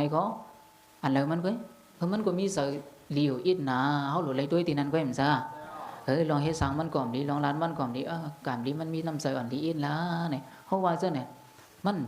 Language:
Shan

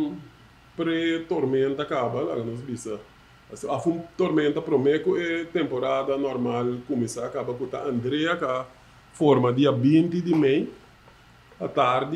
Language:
Papiamento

